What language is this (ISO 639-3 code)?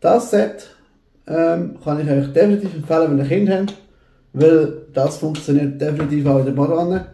gsw